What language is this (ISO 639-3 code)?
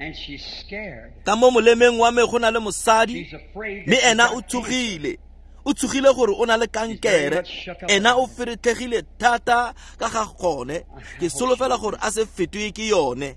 tsn